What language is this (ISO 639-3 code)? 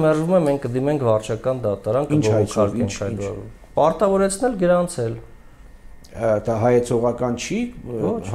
hye